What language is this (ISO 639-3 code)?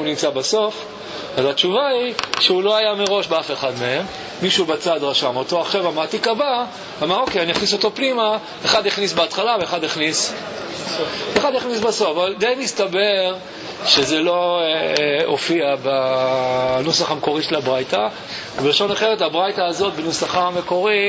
heb